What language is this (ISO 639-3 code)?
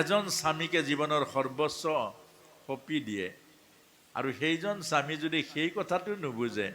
asm